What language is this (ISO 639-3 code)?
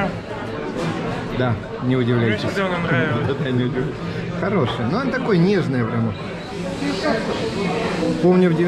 rus